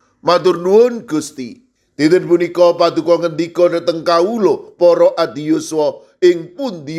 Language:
Javanese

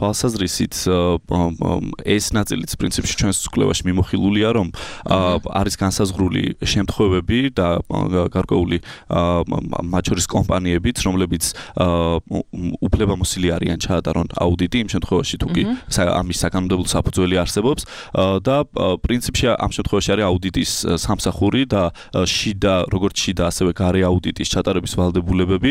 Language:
Georgian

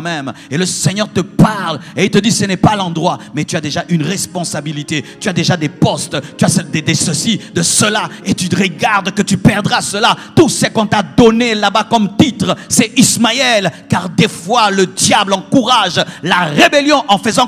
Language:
French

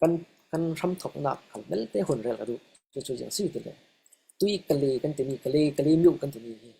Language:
Falam Chin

